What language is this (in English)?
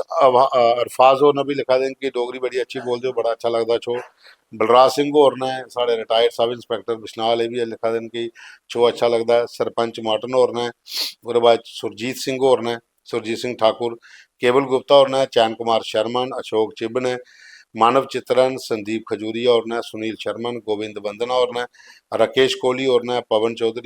Dogri